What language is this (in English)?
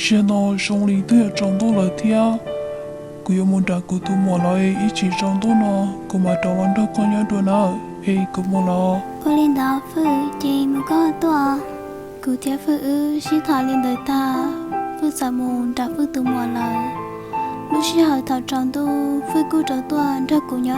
Hmong